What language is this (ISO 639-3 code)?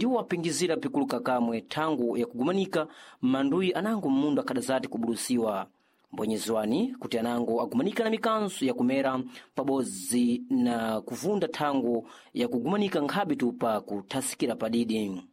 seh